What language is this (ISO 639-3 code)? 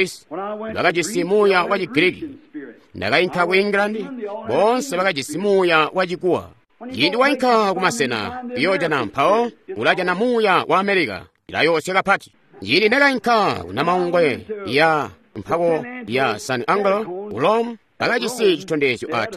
toi